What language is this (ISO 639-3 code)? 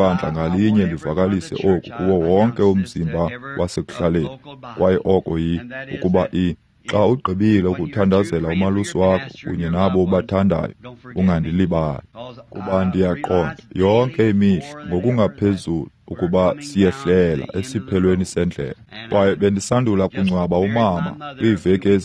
xho